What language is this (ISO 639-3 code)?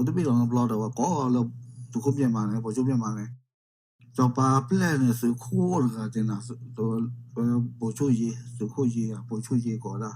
ksw